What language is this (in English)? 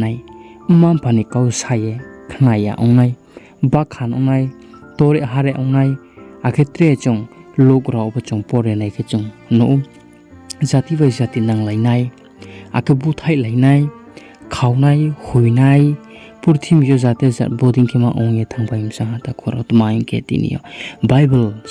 Riang (India)